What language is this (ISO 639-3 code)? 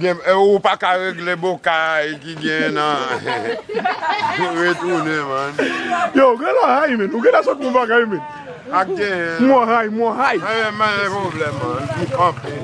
hat